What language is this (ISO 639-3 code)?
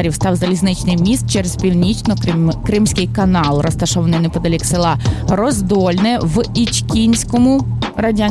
ukr